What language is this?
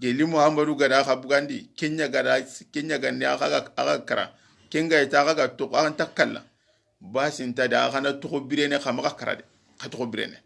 Soninke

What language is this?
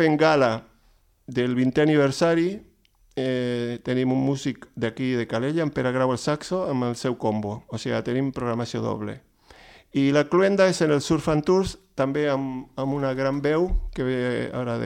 Catalan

